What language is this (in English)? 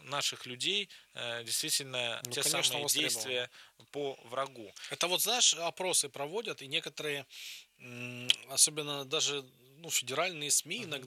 Russian